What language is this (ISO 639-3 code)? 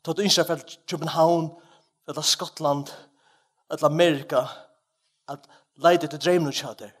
fao